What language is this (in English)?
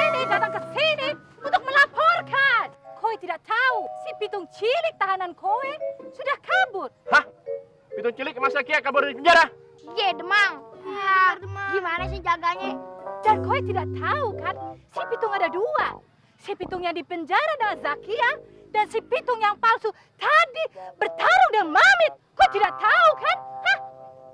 Betawi